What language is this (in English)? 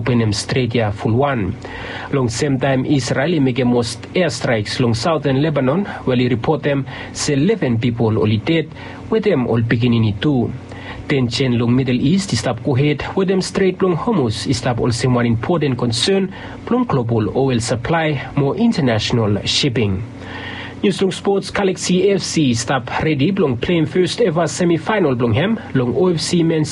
Bislama